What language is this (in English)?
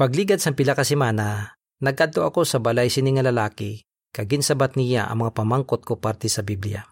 Hiligaynon